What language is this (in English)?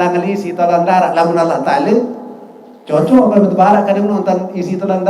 Sasak